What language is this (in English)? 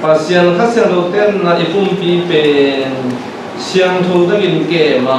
Tedim Chin